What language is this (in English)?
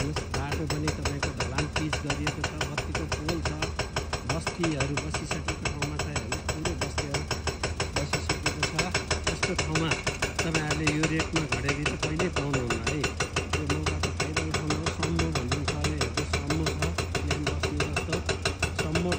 Nepali